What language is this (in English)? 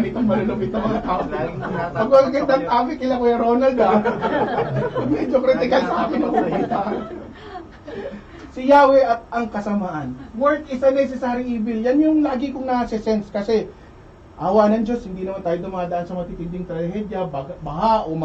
Filipino